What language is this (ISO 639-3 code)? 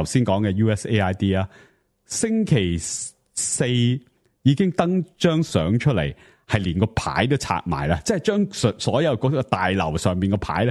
yue